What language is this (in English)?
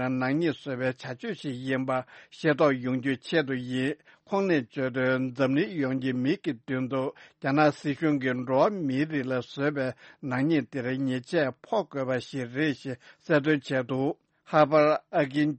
Tibetan